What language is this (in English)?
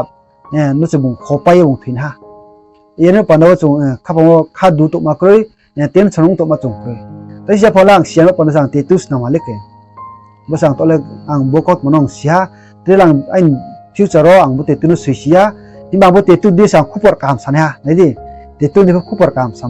Riang (India)